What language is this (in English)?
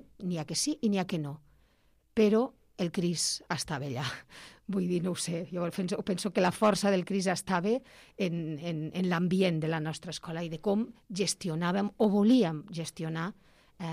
Catalan